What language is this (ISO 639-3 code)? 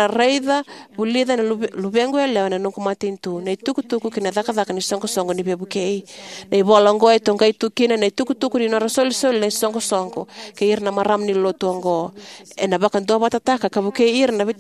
fij